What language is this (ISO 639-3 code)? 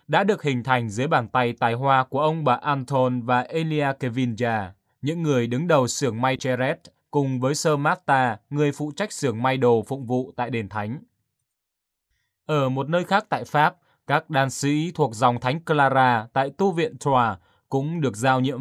vie